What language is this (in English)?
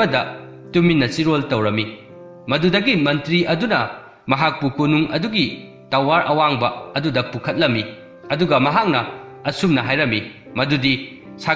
Manipuri